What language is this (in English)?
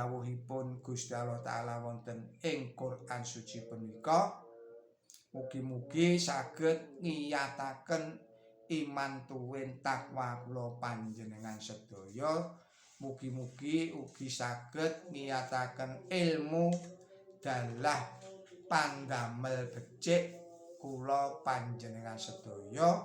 Javanese